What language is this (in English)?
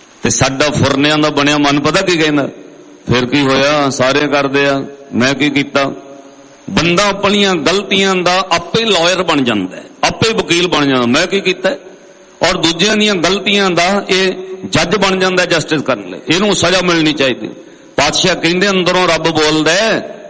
Punjabi